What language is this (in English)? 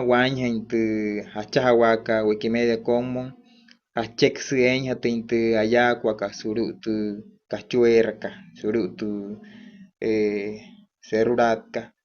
Wayuu